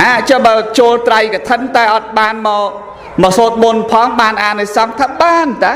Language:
Khmer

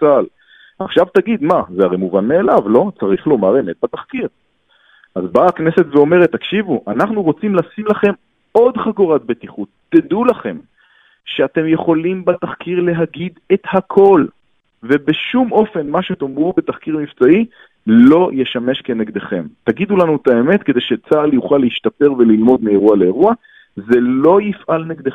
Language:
Hebrew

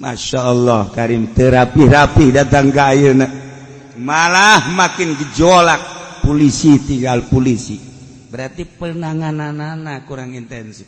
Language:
Sundanese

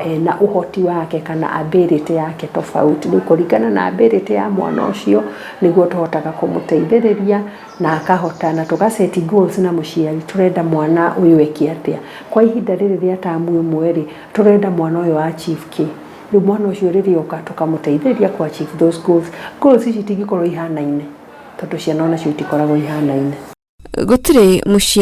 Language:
Kikuyu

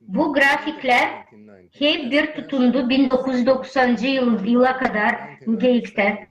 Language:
Gagauz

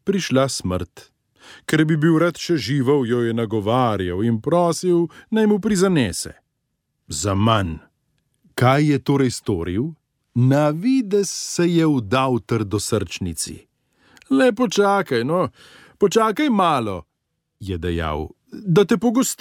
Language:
Slovenian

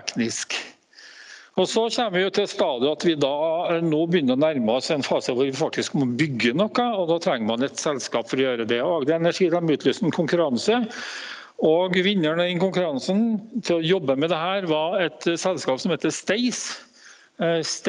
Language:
Norwegian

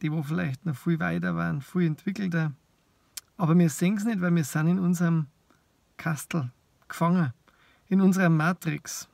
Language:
Bavarian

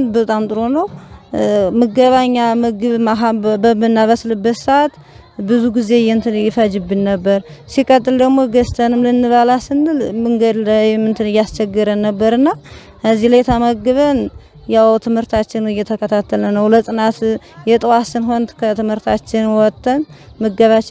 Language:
Amharic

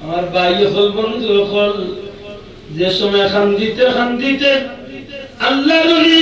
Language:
Sylheti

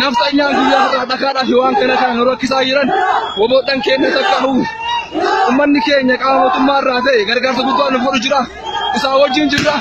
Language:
Oromo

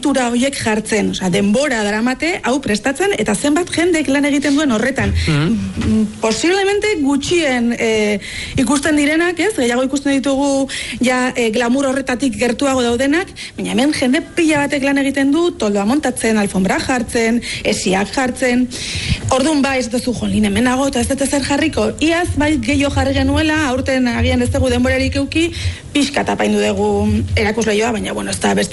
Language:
Basque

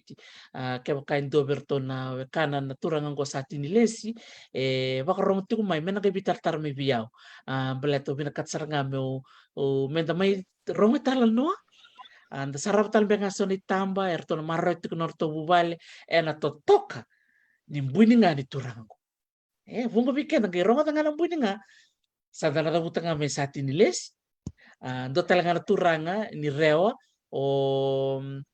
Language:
Fijian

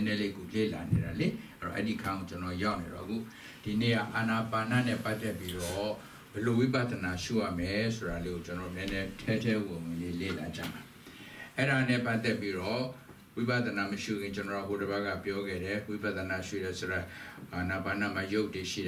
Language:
Burmese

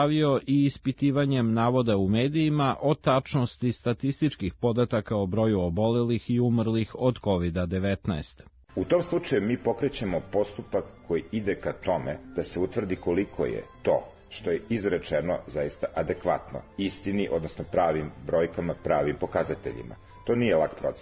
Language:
Serbian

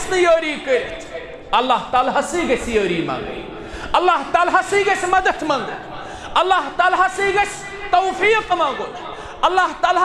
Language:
Kashmiri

